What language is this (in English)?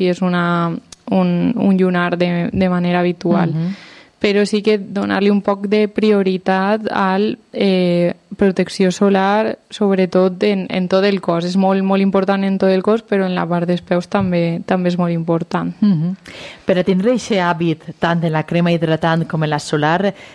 Catalan